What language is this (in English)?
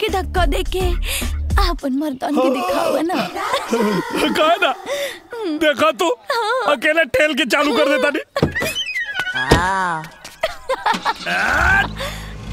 Bhojpuri